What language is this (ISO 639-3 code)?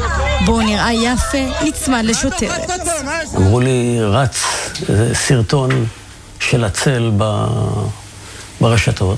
heb